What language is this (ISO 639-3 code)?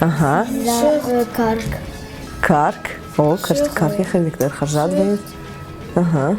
oss